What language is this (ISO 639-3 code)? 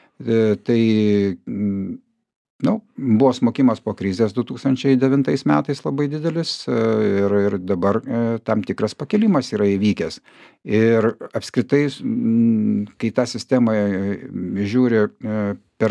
lit